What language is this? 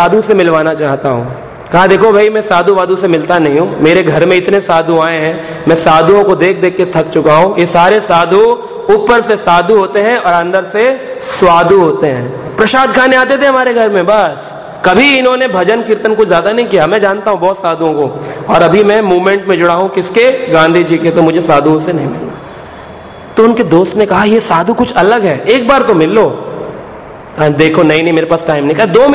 Hindi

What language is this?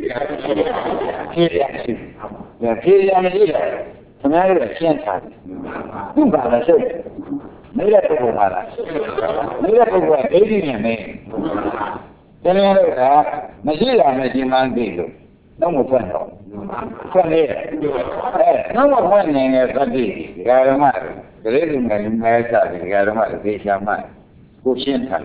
Burmese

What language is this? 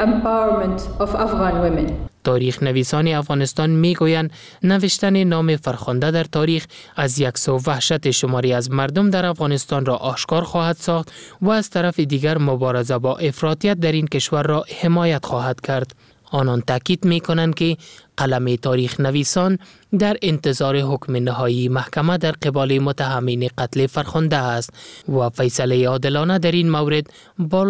Persian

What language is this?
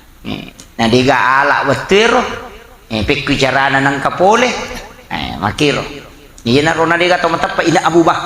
Buginese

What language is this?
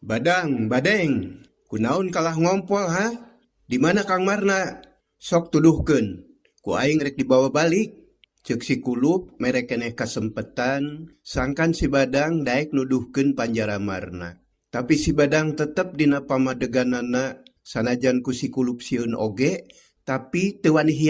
Sundanese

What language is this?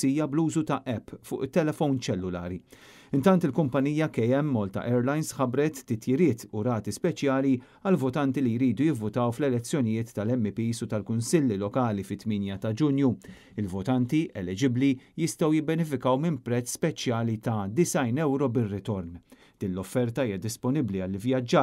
Maltese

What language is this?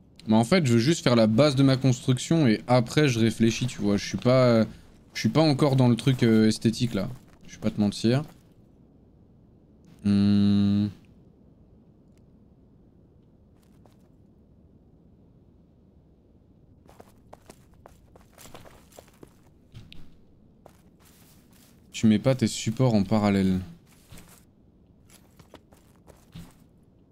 French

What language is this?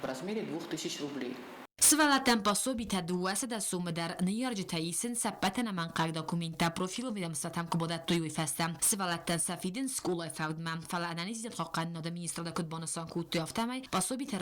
Ossetic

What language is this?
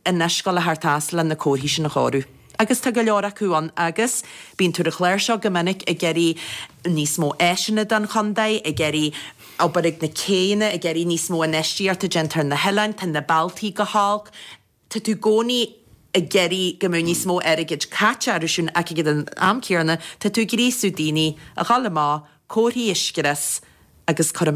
Irish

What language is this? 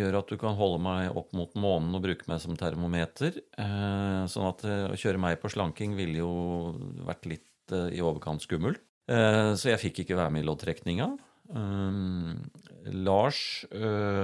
Norwegian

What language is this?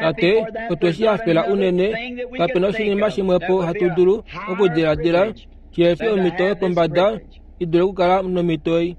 Kuanyama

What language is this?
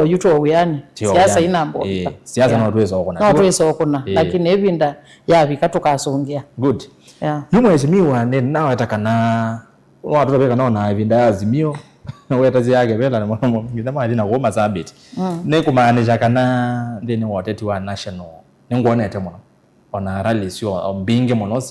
Kamba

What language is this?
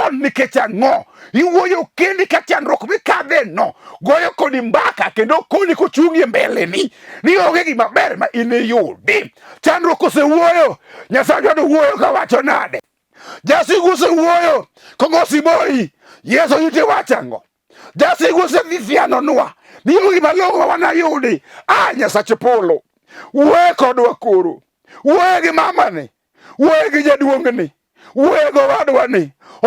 Luo (Kenya and Tanzania)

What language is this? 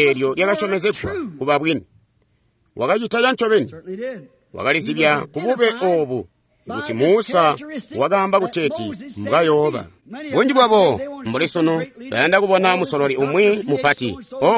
Tonga (Zambia)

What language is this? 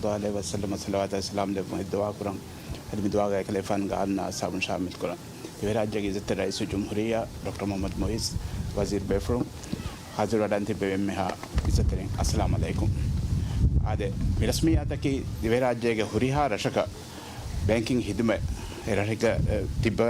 Divehi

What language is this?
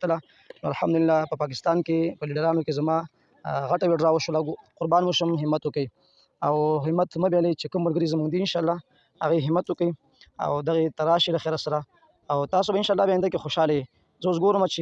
Pashto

